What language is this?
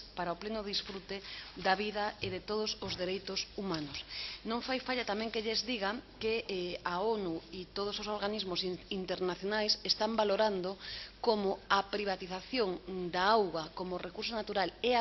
Galician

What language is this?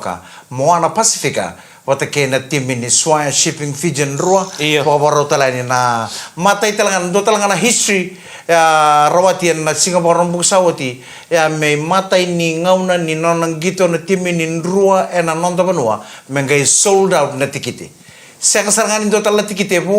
Fijian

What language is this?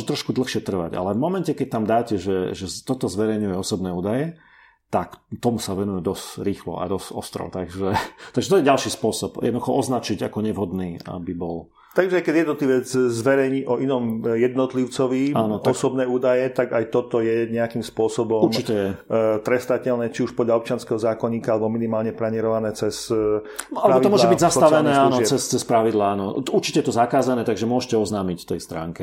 Slovak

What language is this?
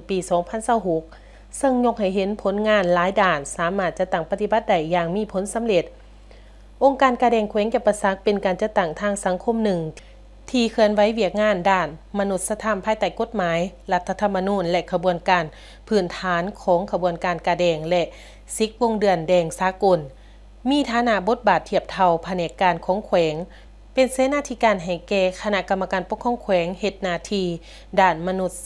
Lao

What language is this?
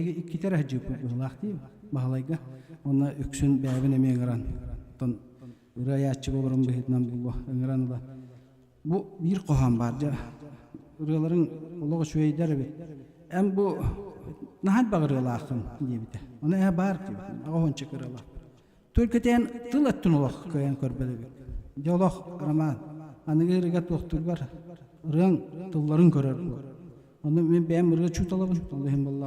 Yakut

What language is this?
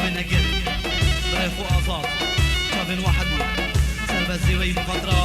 Kurdish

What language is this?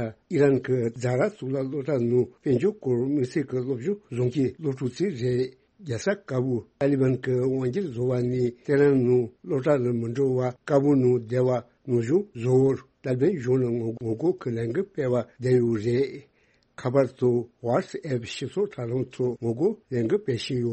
Tibetan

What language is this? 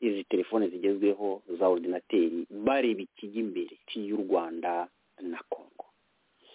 Kinyarwanda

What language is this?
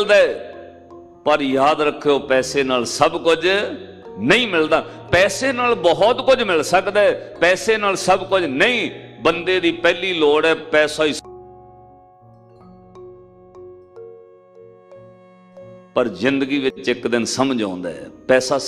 Punjabi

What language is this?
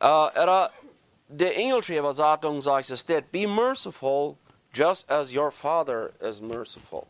Plautdietsch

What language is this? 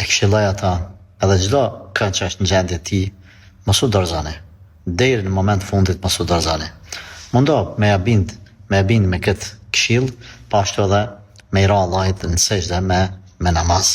Albanian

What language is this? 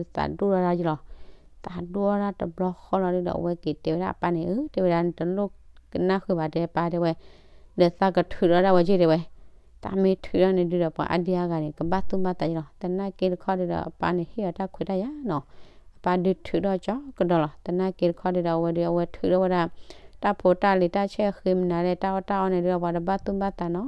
S'gaw Karen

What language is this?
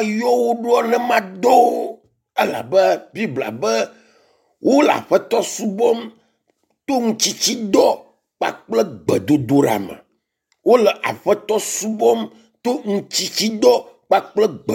Ewe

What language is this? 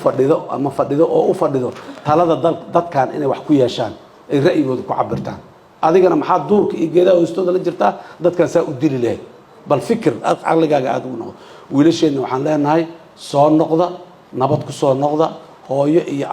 Somali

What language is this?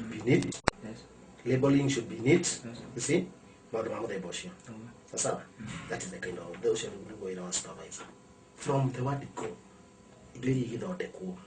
Kikuyu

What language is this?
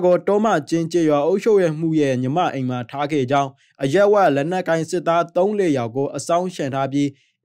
Burmese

